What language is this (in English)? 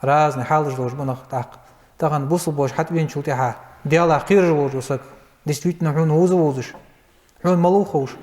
Ingush